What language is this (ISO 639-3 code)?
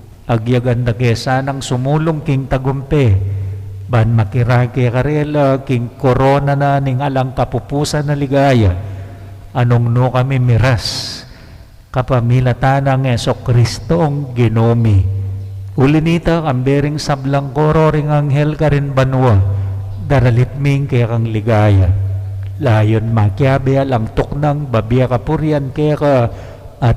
pam